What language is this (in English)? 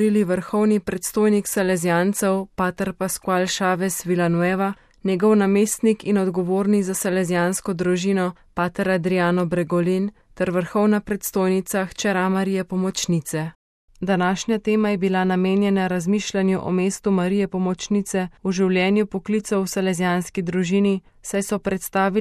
Slovenian